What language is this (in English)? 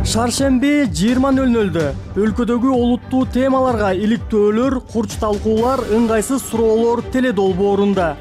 Kyrgyz